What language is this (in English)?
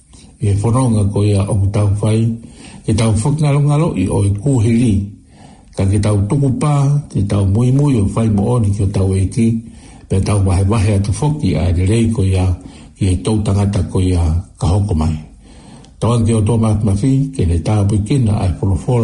Tongan